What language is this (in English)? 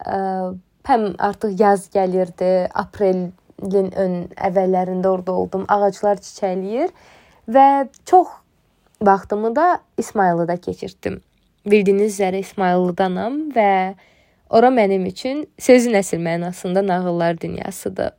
Azerbaijani